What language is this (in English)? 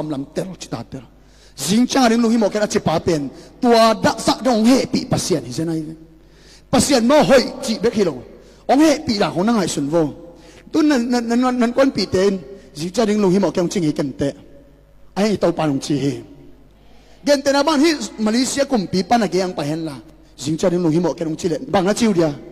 Tedim Chin